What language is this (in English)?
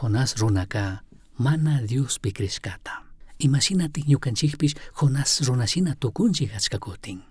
Chimborazo Highland Quichua